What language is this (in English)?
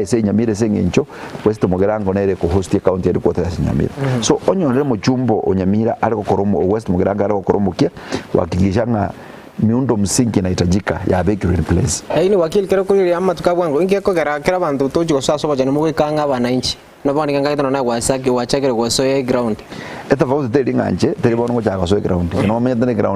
Gusii